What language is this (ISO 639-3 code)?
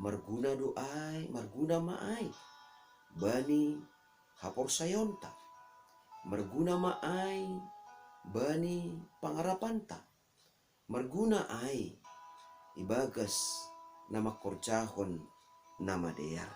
bts